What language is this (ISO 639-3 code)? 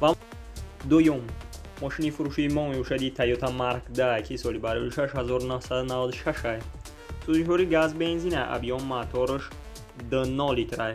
tgk